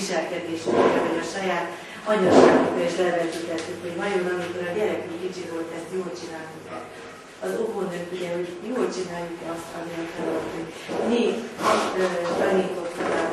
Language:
Hungarian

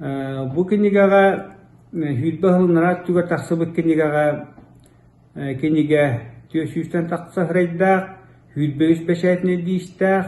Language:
Yakut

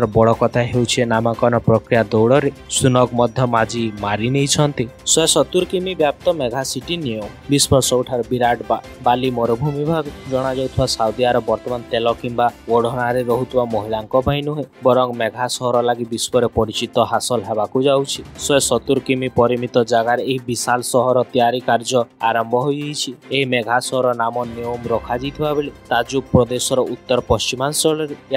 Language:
Odia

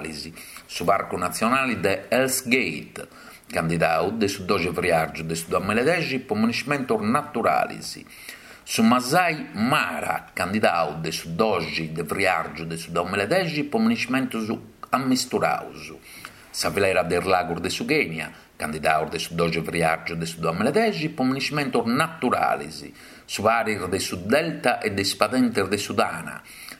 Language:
Sardinian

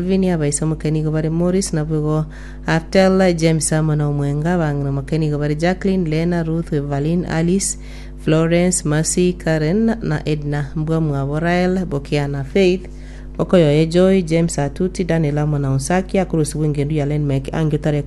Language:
Gusii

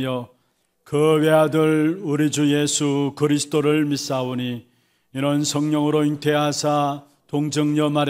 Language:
Korean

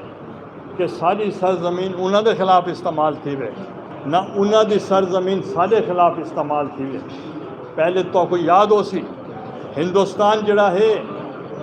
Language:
Saraiki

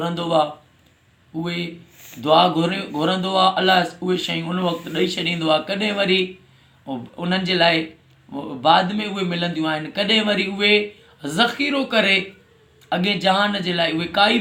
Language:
Sindhi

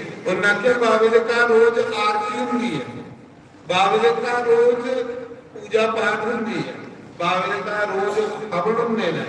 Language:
Dogri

